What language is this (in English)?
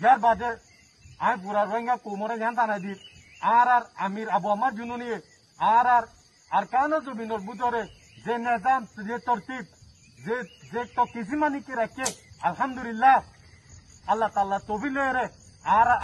Rohingya